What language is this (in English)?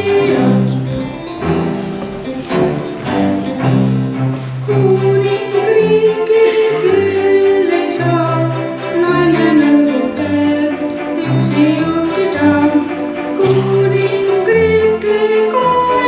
Estonian